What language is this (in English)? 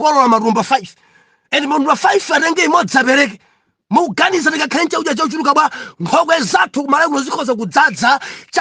Nyanja